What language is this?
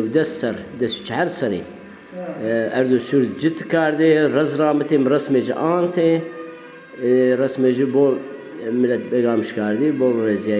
Zaza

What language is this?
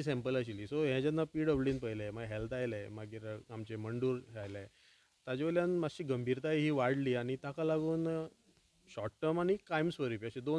Konkani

